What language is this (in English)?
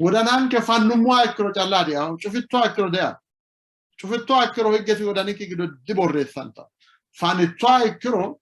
Sidamo